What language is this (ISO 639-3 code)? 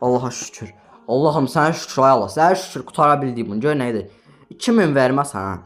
aze